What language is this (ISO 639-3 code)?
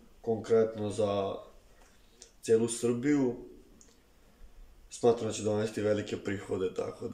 srp